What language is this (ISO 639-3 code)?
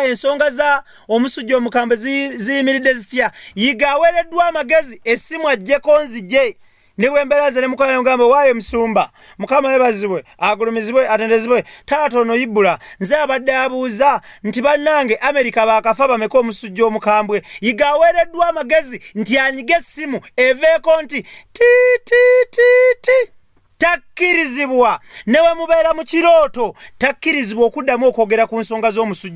lug